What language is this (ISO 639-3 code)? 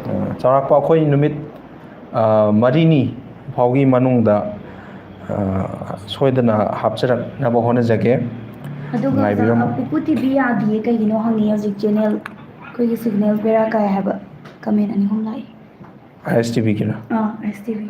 mni